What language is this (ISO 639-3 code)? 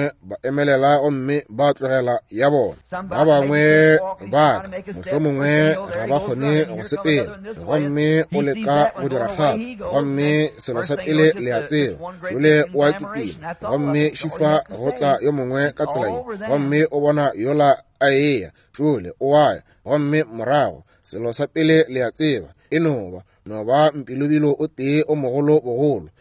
nso